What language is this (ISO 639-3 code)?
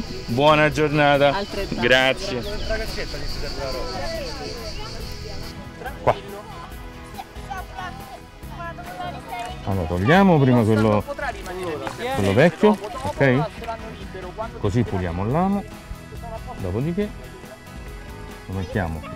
ita